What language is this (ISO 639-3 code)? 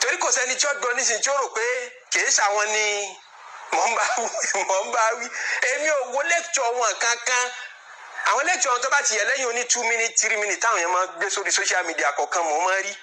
yor